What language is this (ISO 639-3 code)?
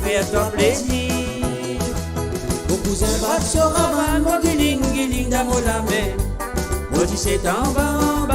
mfe